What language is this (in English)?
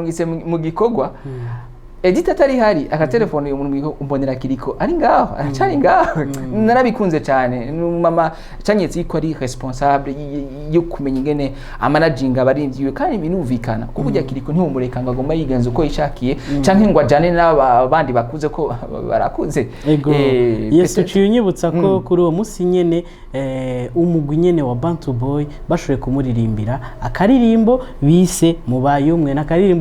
Rundi